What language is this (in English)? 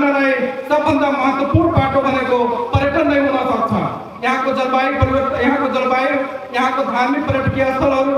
Nepali